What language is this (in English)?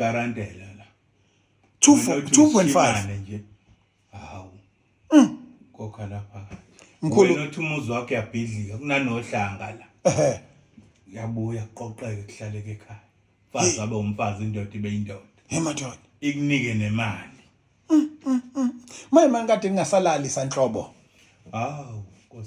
Zulu